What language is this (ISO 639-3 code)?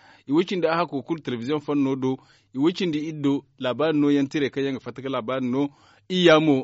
dje